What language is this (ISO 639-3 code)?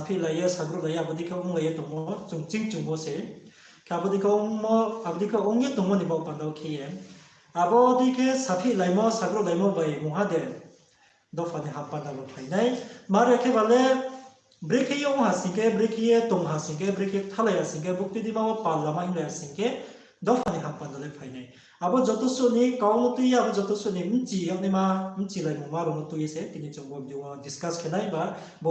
ria